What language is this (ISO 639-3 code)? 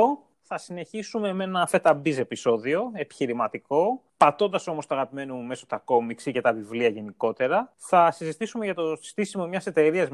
ell